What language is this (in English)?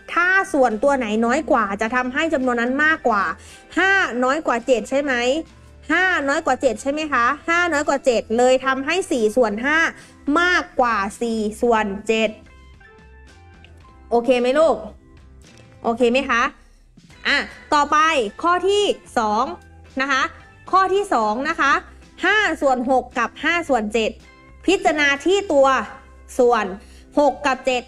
Thai